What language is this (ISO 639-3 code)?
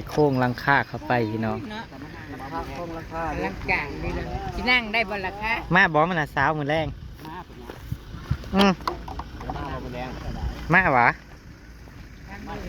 tts